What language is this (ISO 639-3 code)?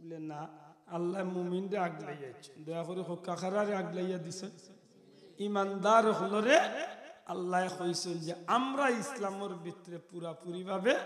syl